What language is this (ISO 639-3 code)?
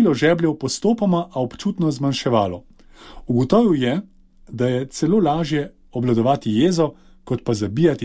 slv